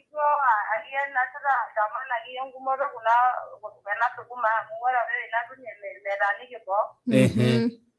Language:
Masai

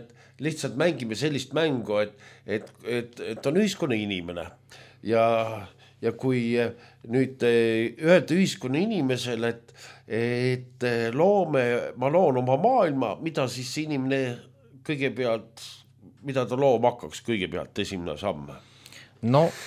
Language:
Estonian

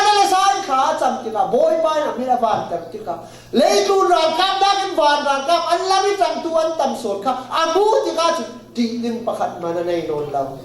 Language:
Falam Chin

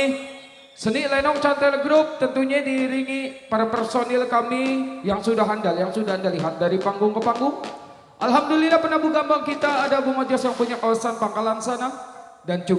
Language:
Betawi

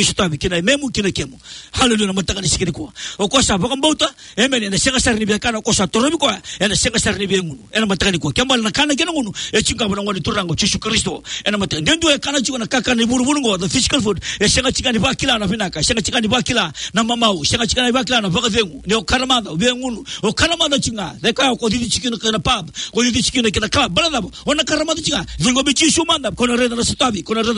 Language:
Fijian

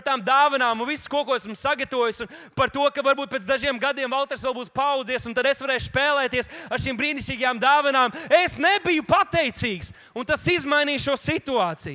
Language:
Latvian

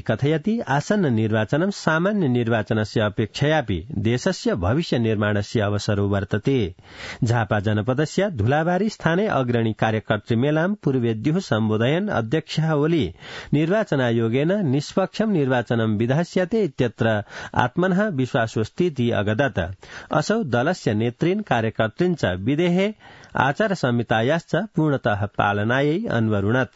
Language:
Sanskrit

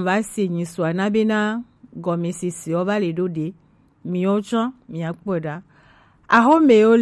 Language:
Gen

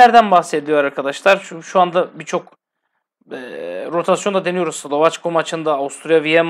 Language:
Turkish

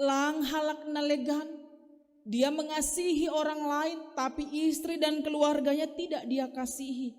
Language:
Batak Simalungun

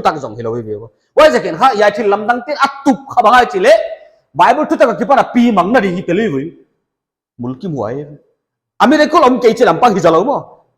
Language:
Paite Chin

